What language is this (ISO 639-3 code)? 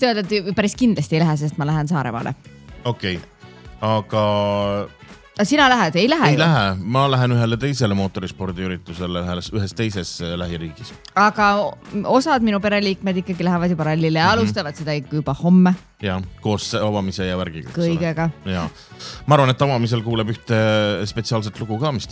est